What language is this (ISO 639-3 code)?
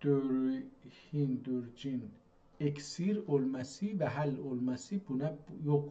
azb